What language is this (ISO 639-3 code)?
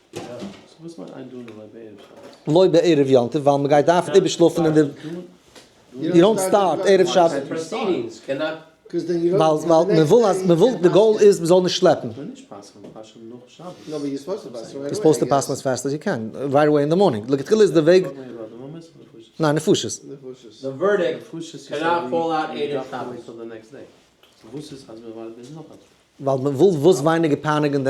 yid